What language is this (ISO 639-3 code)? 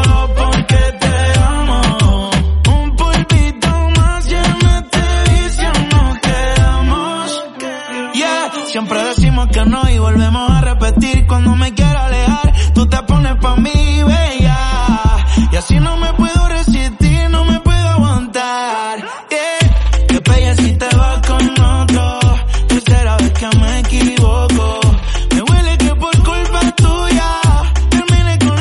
spa